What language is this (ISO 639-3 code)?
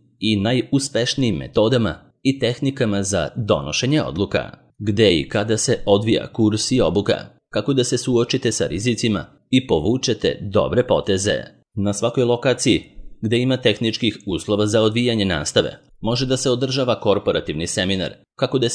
srp